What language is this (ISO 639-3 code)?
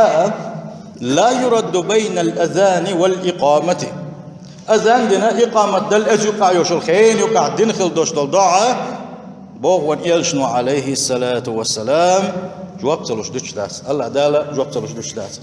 che